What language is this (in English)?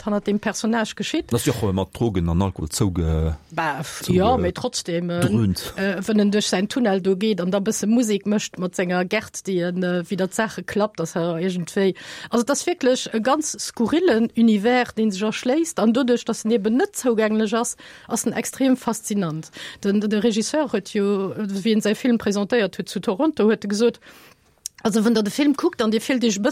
Luxembourgish